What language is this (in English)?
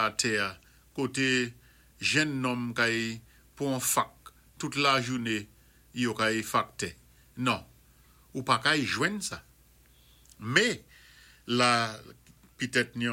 Saint Lucian Creole French